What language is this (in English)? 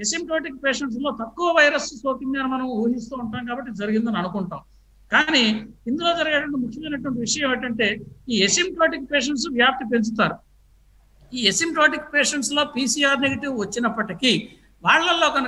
Telugu